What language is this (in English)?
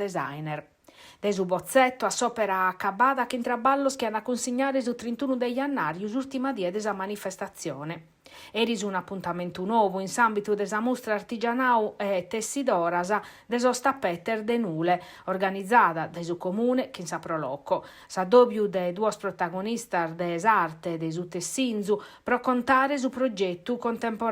Sardinian